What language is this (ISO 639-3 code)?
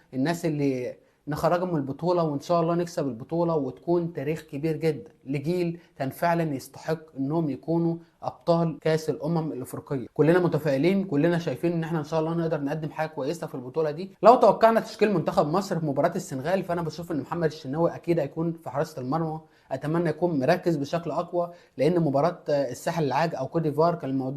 arz